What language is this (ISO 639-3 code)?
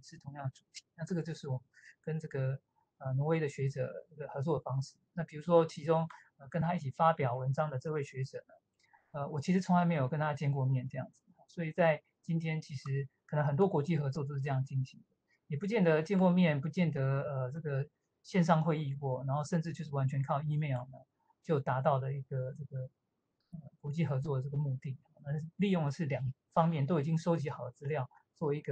zho